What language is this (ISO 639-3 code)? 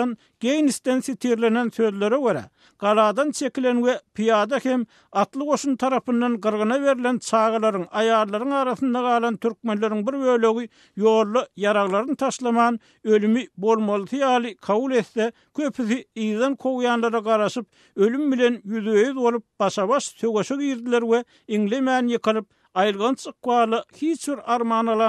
tuk